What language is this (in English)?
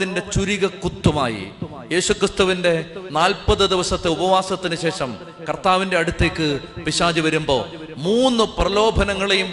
Malayalam